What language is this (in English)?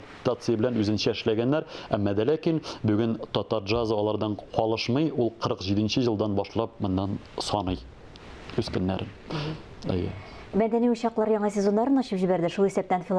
Tatar